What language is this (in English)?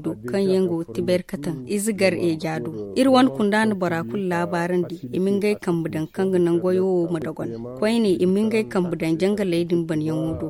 Zarma